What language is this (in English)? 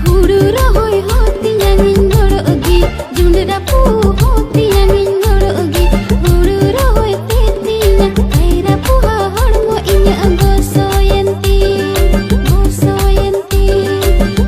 Santali